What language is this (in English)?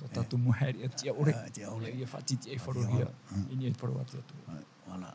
Tahitian